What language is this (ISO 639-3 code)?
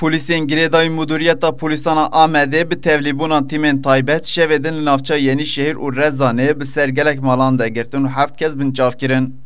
kur